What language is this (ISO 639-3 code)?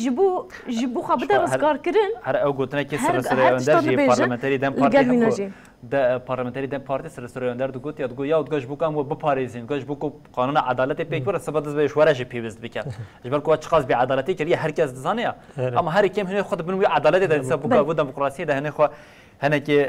kur